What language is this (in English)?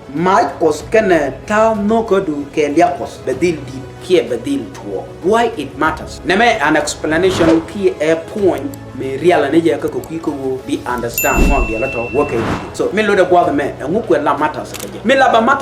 Nuer